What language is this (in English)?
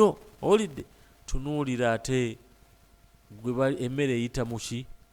Ganda